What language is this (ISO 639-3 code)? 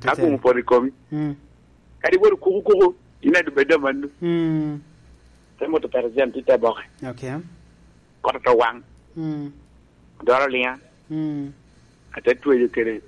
laj